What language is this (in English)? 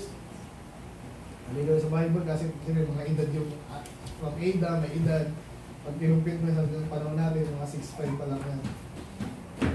Filipino